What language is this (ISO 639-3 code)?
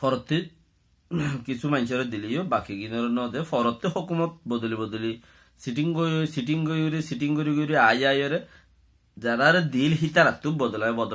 rhg